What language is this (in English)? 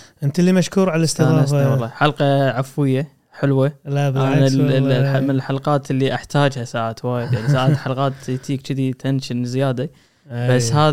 Gulf Arabic